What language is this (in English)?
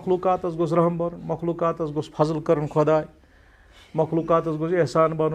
Kashmiri